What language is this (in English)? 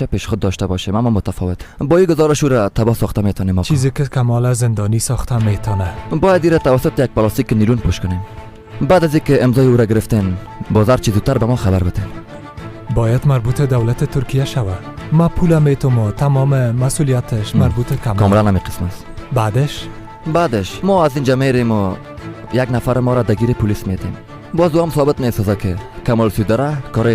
Persian